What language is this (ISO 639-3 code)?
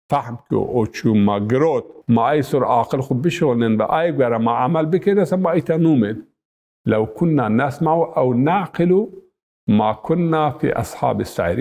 zza